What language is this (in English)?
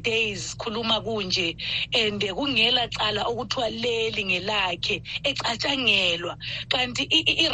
North Ndebele